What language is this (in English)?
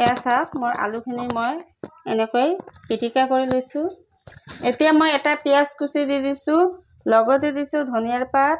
Assamese